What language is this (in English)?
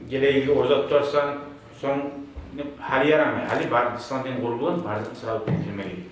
Kumyk